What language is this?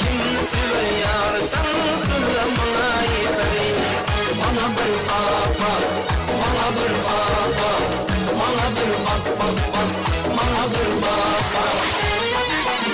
Kara-Kalpak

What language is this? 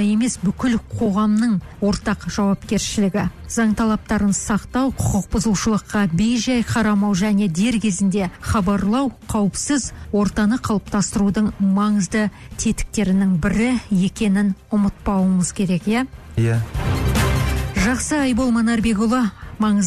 Kazakh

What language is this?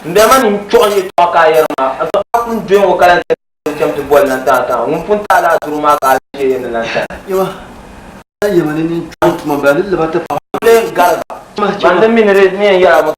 Dagbani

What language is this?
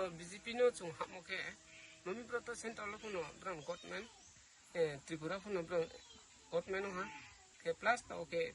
Riang (India)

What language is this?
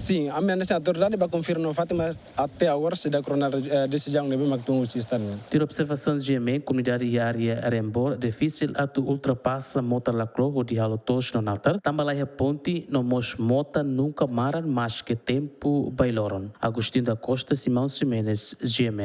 Tetum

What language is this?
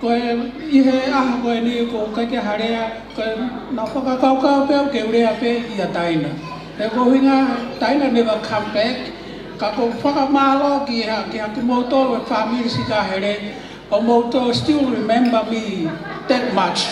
Tongan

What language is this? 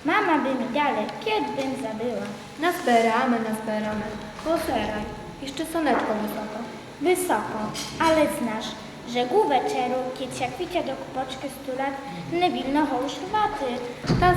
Rusyn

